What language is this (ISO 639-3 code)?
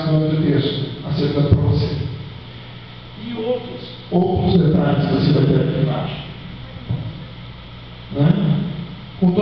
por